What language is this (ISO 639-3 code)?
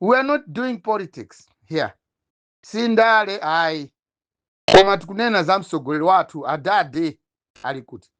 nya